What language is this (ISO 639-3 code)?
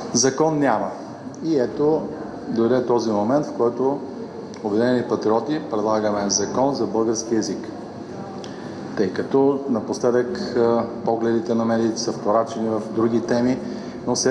bul